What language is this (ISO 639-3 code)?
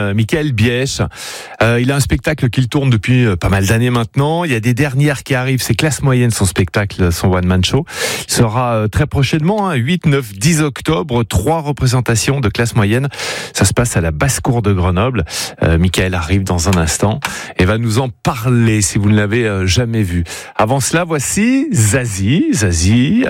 fra